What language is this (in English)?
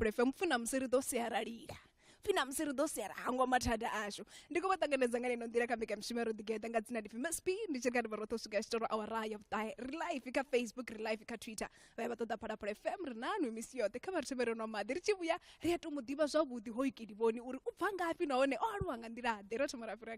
Venda